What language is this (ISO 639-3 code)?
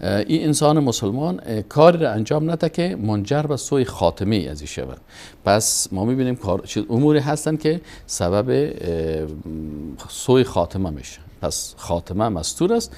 fas